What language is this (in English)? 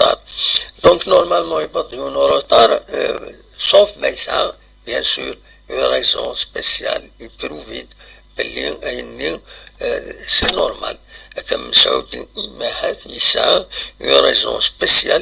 Kabyle